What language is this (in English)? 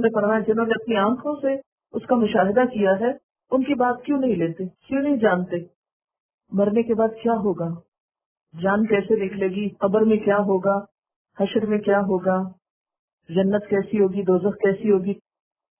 Urdu